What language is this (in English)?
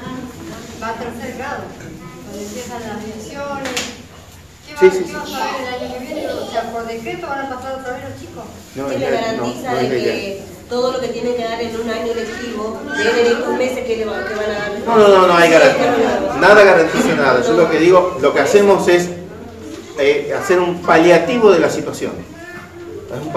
Spanish